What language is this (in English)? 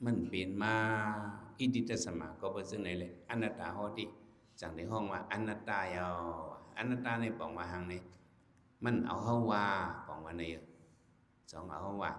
Shan